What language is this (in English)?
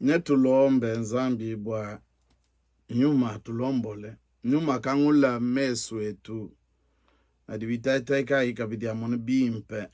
Luba-Lulua